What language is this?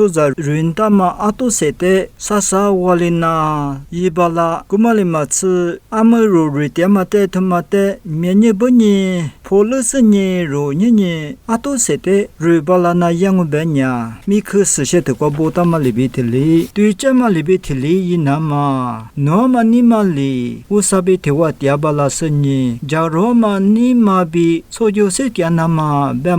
Lisu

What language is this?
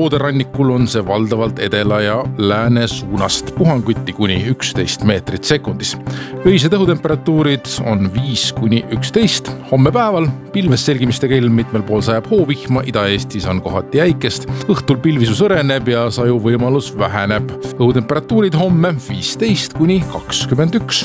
Estonian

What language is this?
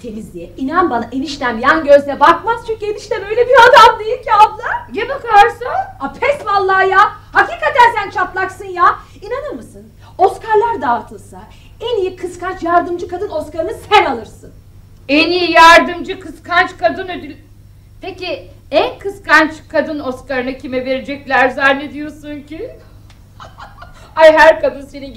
Turkish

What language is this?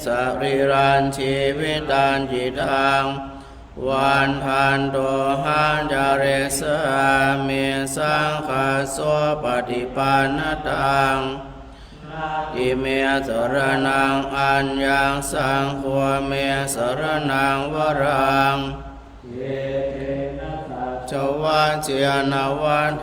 Pali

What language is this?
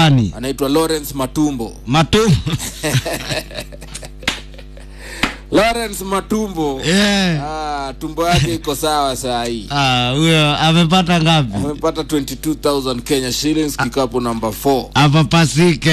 Swahili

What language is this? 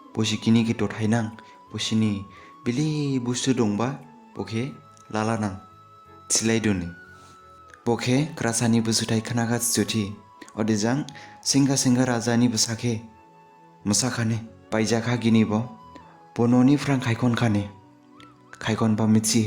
Dimasa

